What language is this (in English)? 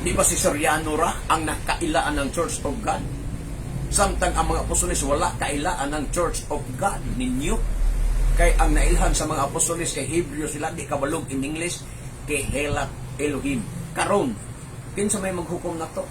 Cebuano